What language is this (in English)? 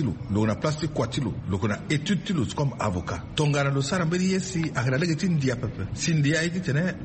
Sango